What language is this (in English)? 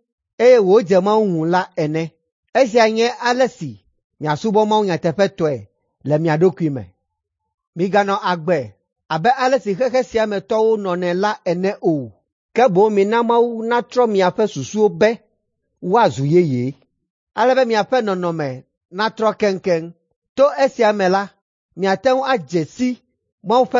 Ewe